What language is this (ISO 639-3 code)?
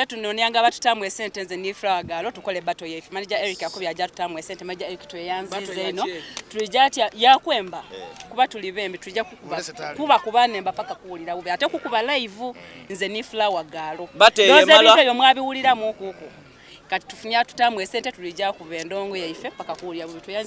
xog